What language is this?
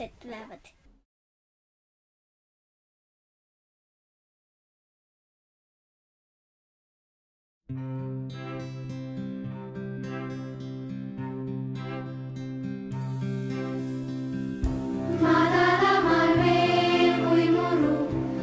Estonian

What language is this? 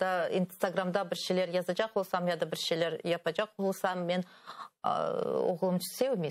Crimean Tatar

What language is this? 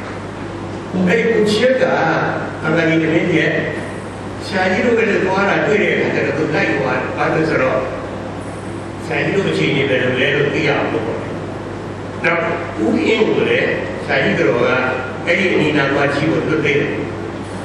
Burmese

